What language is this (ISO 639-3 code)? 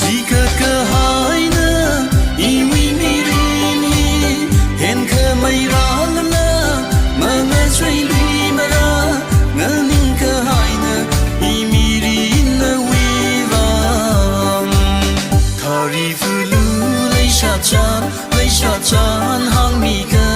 nmf